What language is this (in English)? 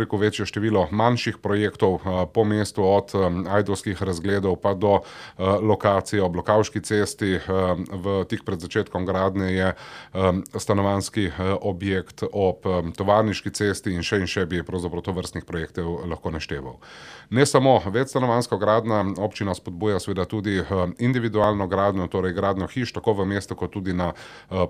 Slovenian